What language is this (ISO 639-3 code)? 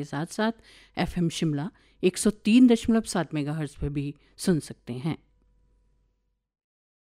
hin